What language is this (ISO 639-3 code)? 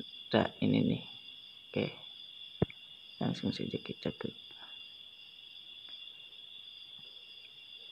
ind